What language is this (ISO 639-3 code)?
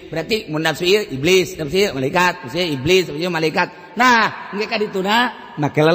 sun